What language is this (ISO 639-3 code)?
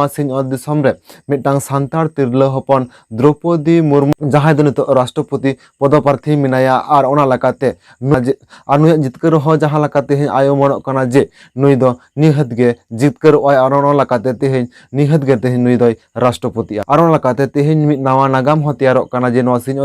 sat